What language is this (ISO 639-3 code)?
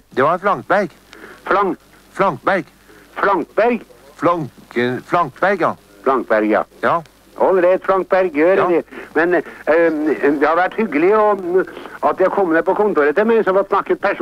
nor